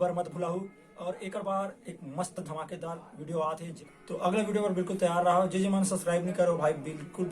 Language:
Chhattisgarhi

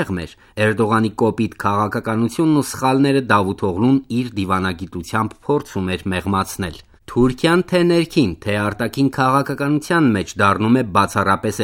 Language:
Armenian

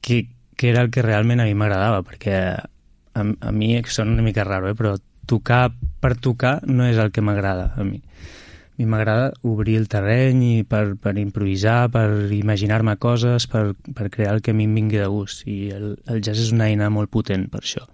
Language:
Catalan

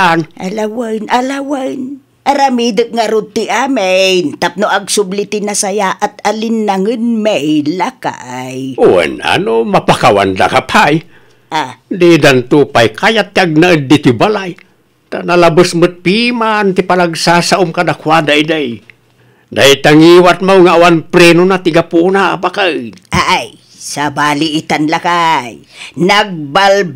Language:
Iloko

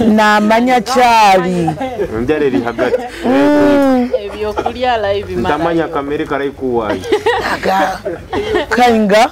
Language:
Nyoro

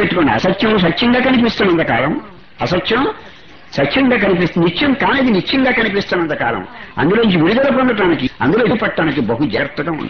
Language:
Telugu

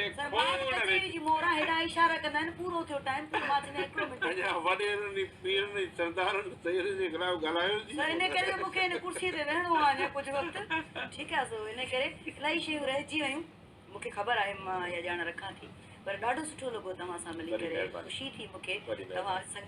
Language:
Sindhi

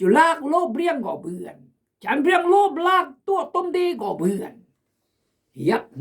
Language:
Khmu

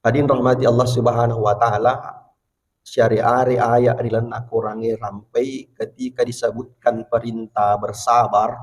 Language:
Buginese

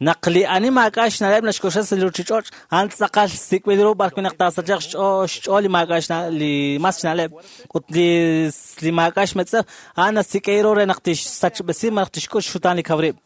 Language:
Kekchí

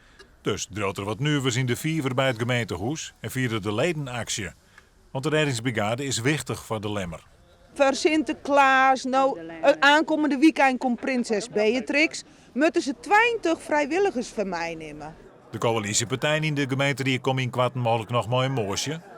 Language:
Western Frisian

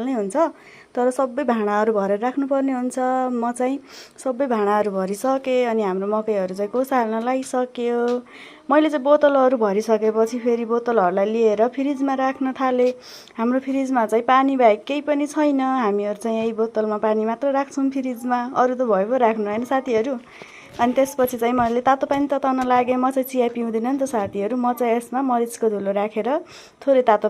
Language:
Nepali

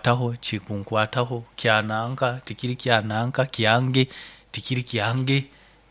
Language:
Nyoro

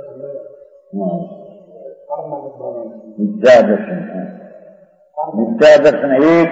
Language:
Gujarati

